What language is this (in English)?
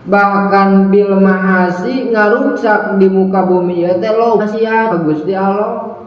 Sundanese